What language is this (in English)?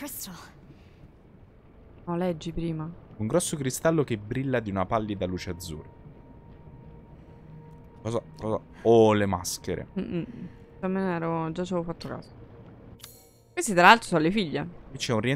Italian